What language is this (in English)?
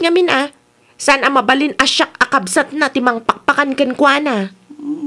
Iloko